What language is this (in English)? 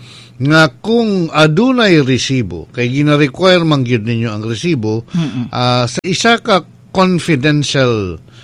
Cebuano